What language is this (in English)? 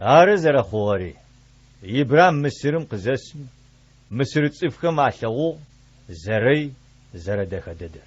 Adyghe